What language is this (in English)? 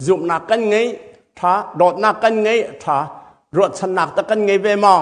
Hakha Chin